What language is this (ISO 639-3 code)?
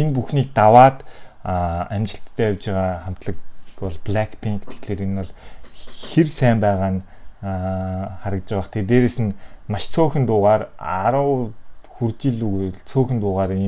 mon